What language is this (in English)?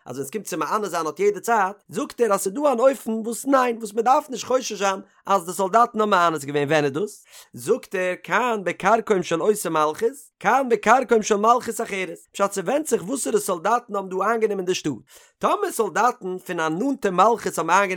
Yiddish